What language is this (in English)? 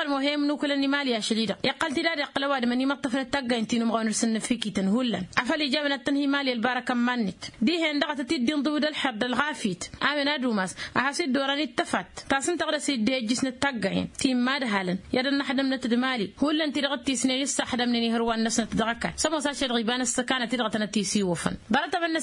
Tamasheq